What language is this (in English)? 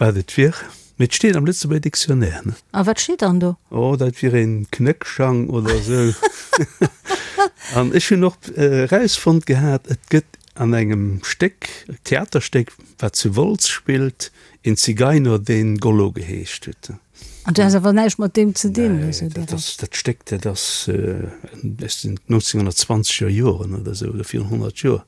Luxembourgish